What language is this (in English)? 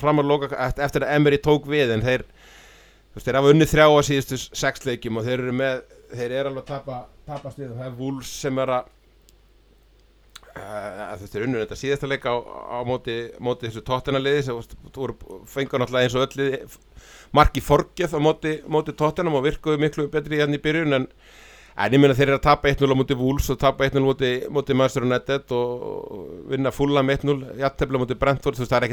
Icelandic